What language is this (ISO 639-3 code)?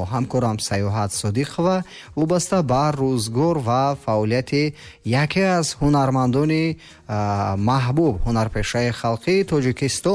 tgk